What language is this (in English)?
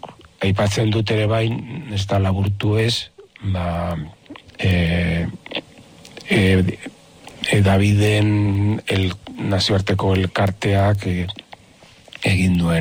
Basque